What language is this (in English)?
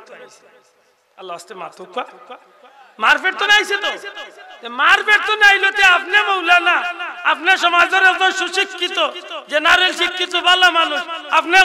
Sylheti